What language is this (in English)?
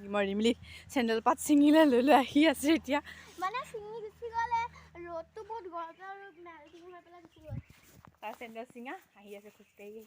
Assamese